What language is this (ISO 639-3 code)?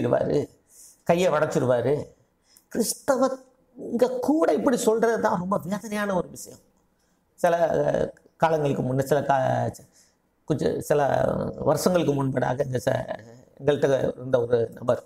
tam